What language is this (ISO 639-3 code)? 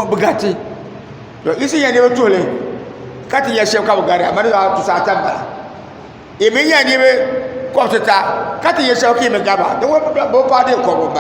dag